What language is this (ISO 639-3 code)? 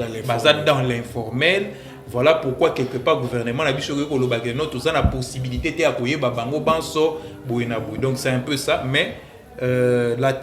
lin